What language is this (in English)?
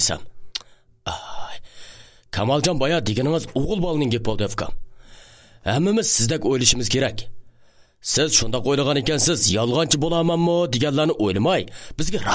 Uyghur